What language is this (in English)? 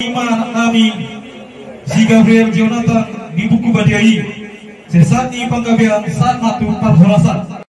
Batak Toba